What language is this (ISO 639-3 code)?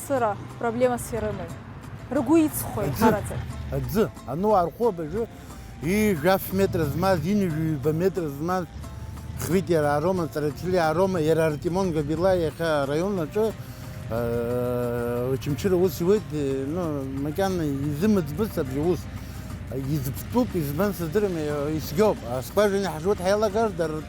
abk